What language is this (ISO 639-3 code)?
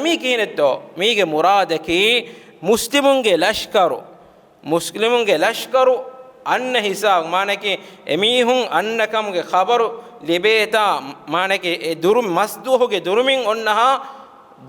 div